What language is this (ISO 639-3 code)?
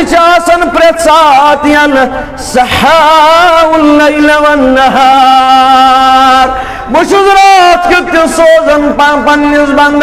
kas